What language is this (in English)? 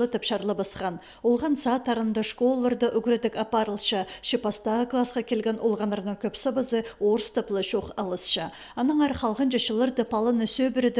Khakas